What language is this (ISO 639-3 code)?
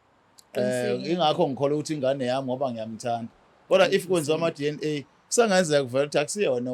zul